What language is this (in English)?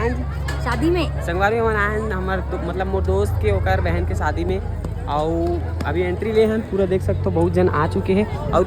Chhattisgarhi